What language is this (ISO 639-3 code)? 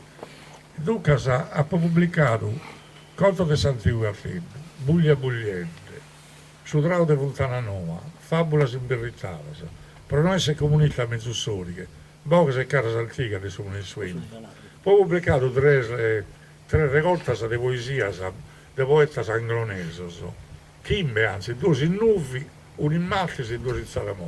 srd